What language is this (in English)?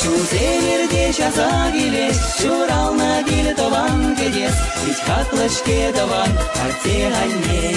Chuvash